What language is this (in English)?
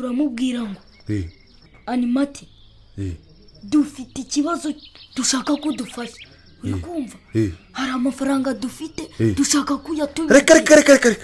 Kinyarwanda